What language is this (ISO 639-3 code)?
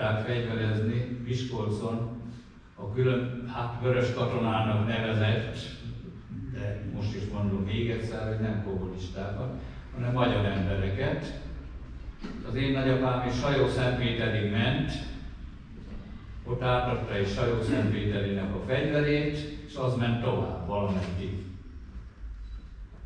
hun